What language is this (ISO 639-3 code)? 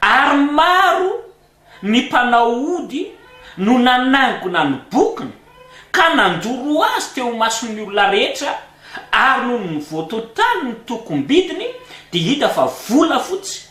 mlg